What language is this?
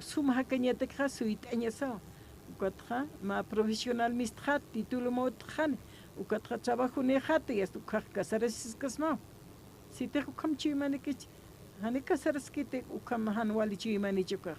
Aymara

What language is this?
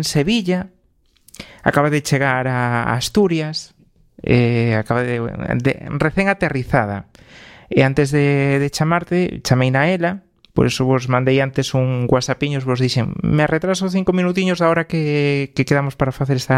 Galician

